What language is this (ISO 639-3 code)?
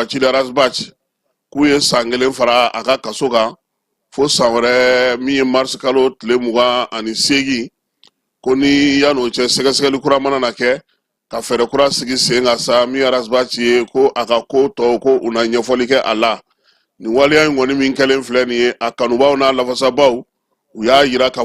bam